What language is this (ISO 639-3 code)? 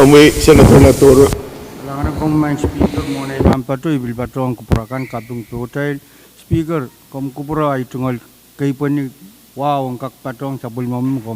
pon